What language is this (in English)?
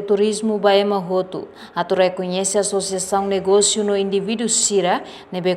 Tetum